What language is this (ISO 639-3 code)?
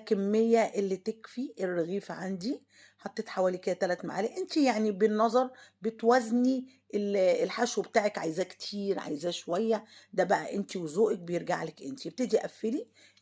arz